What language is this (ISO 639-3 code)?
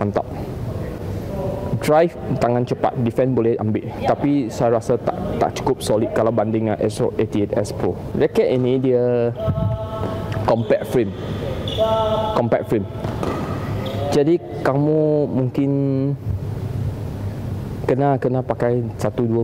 msa